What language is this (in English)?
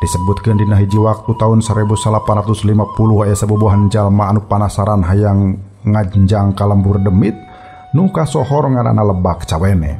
Sundanese